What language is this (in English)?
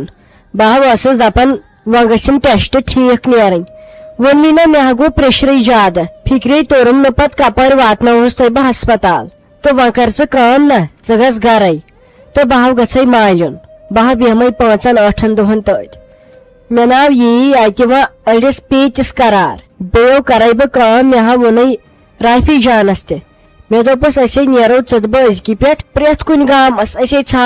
Kashmiri